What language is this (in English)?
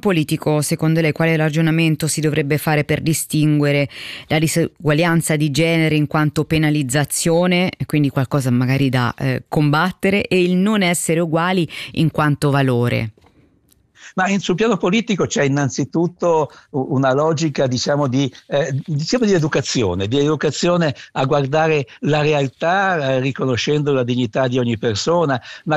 Italian